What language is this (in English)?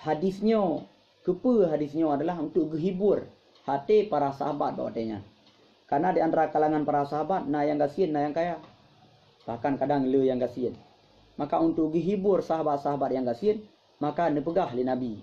Achinese